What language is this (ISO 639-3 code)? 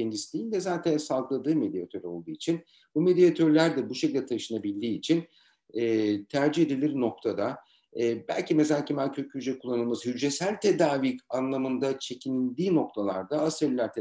tur